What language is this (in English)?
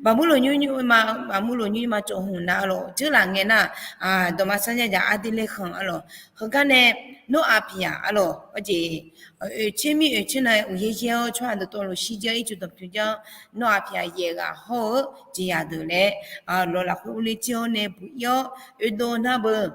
Akha